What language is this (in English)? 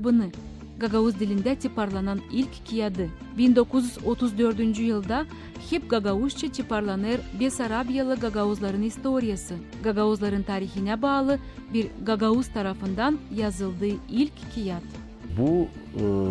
Gagauz